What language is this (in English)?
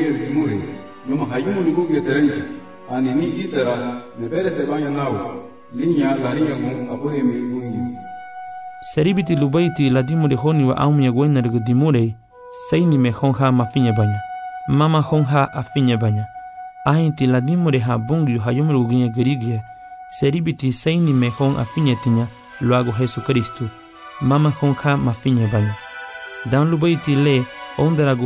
Garifuna